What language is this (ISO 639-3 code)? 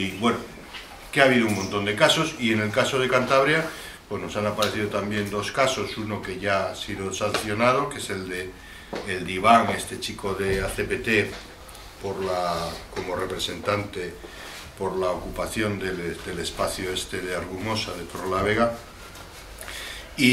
spa